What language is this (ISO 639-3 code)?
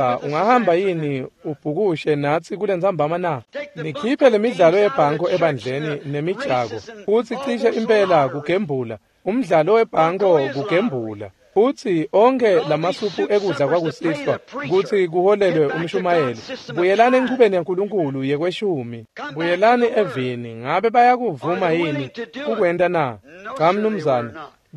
ssw